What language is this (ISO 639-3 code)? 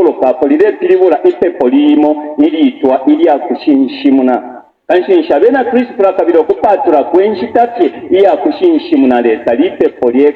bem